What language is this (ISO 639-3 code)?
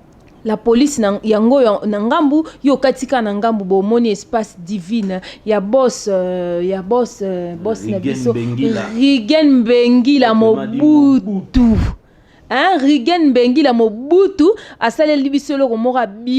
lin